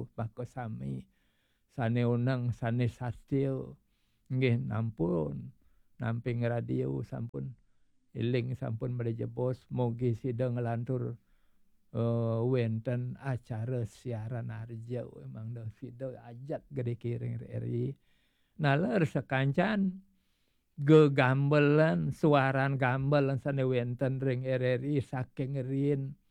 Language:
Balinese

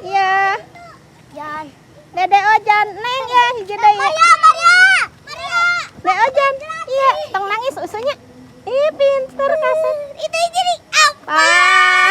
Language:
Sundanese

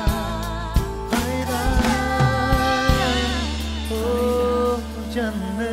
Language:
Kazakh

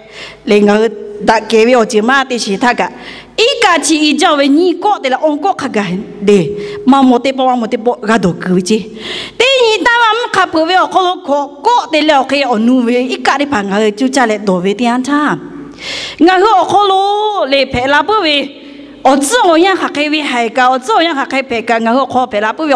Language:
Lahu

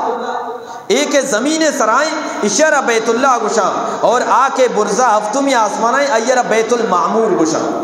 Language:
Eastern Balochi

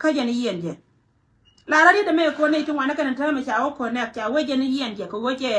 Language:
Nuer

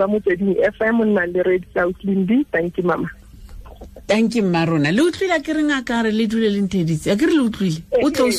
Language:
Tswana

